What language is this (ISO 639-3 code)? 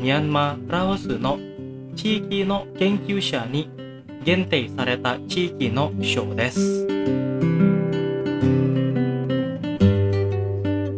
jpn